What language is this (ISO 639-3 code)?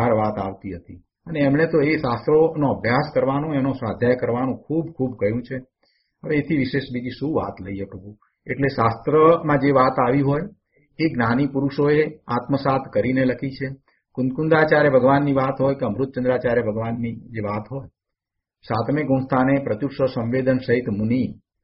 guj